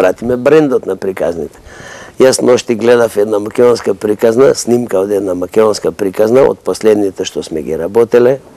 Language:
Macedonian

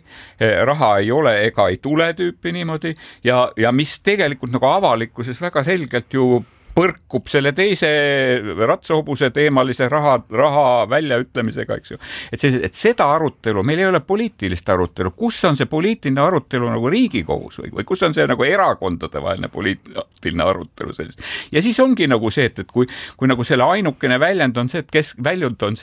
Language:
Estonian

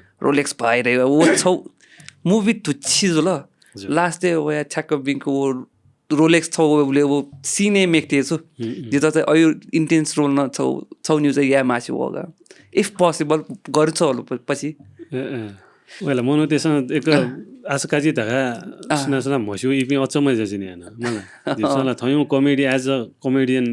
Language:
Newari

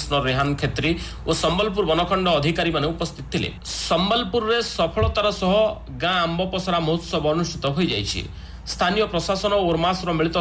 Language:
Odia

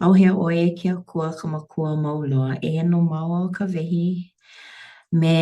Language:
Hawaiian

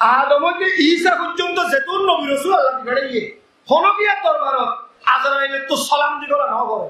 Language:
Rohingya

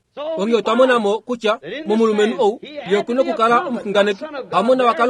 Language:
Kuanyama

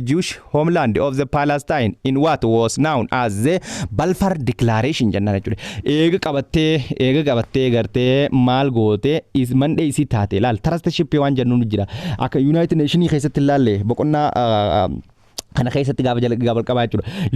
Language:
Oromo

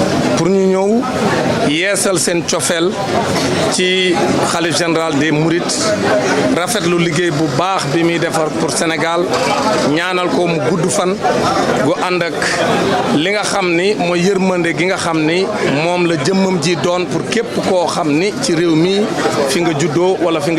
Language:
Wolof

